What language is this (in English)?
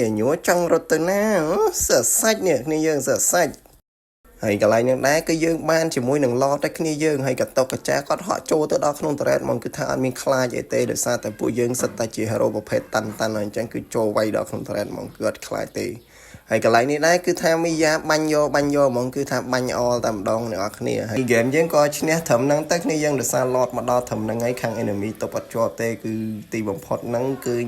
Khmer